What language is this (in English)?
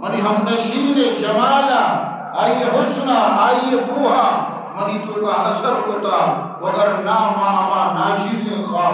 Eastern Balochi